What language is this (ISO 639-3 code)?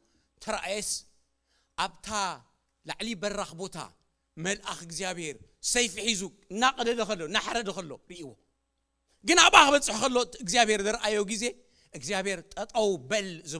tir